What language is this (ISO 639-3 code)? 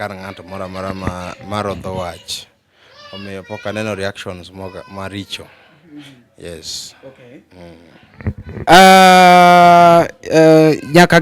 luo